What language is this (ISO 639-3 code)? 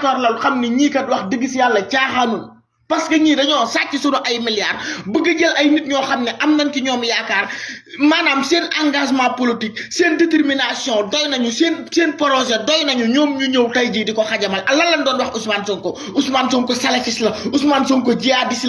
wol